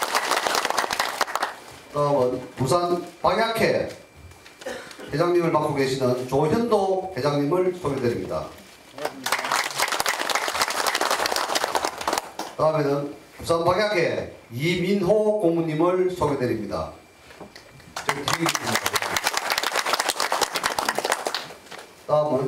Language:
Korean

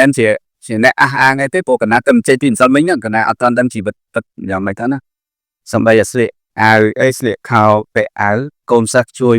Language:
Khmer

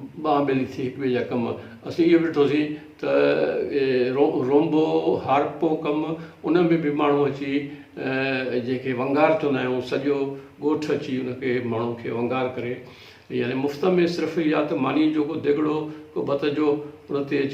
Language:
Sindhi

